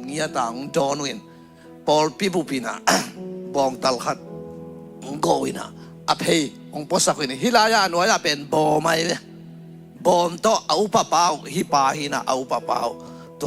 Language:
Tedim Chin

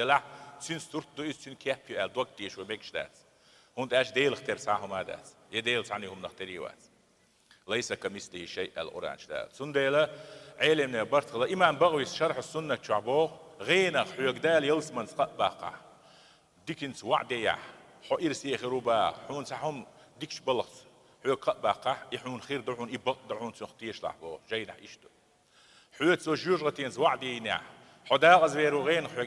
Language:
Chechen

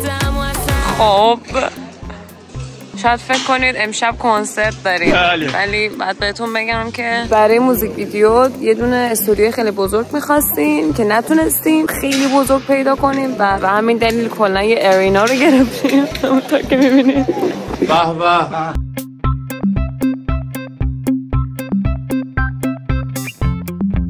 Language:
Persian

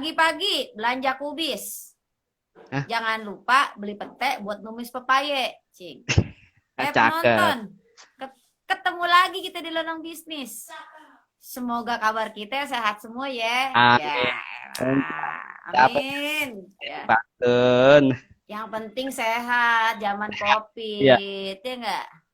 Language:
Betawi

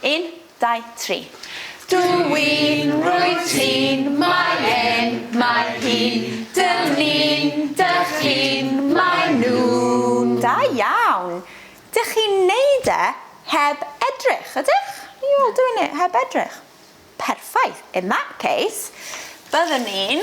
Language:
Welsh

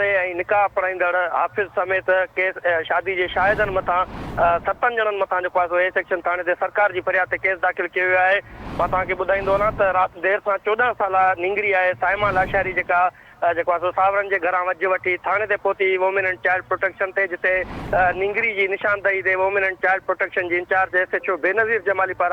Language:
Sindhi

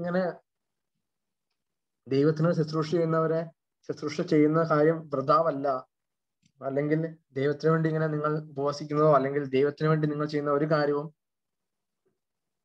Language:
Malayalam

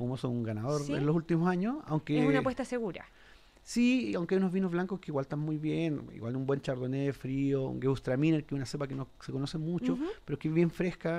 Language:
Spanish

